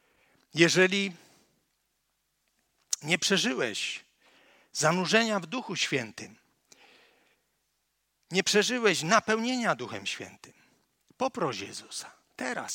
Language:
Polish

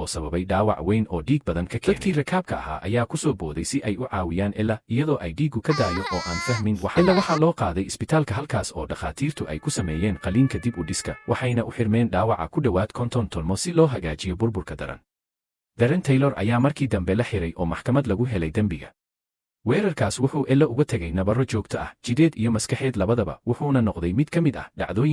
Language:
Somali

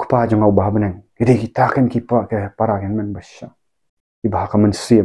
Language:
Khasi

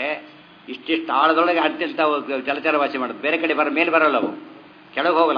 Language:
Kannada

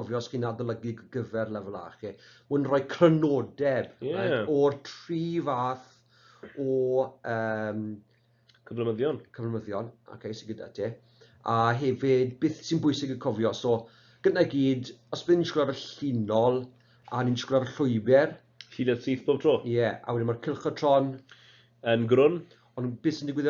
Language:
Welsh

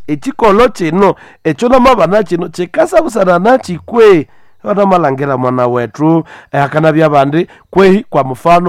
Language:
Nande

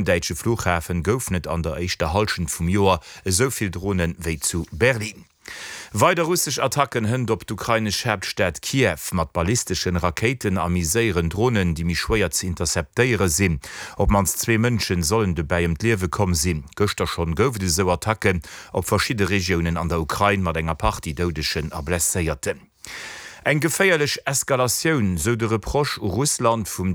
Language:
Luxembourgish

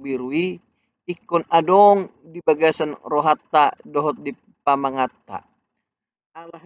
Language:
Batak Toba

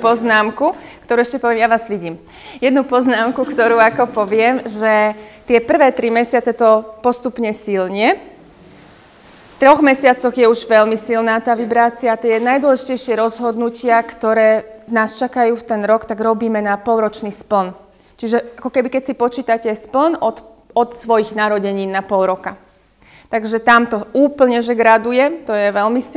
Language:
Slovak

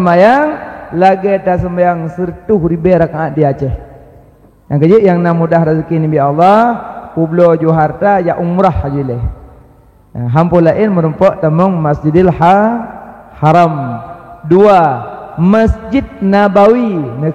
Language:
Achinese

